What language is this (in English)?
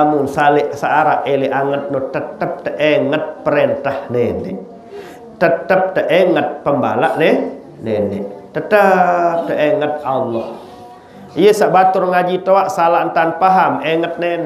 Sasak